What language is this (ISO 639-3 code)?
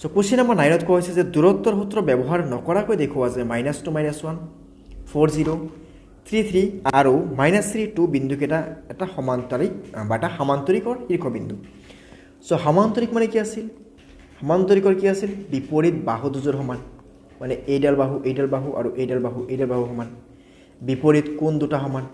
asm